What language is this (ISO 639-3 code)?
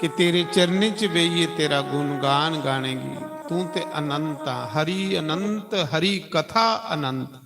doi